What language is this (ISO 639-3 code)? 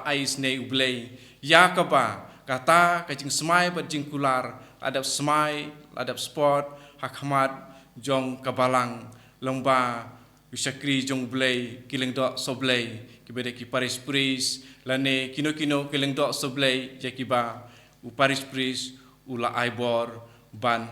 kha